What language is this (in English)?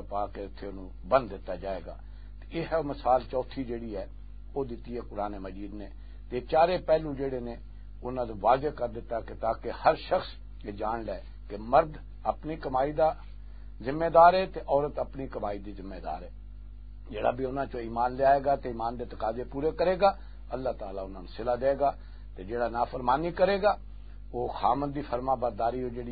Western Panjabi